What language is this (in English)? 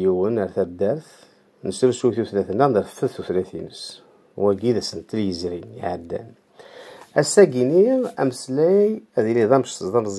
Kabyle